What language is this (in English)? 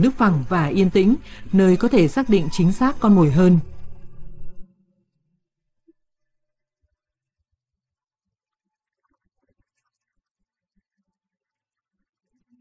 Vietnamese